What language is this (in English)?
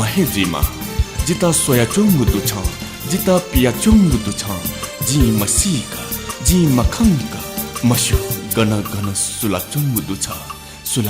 Newari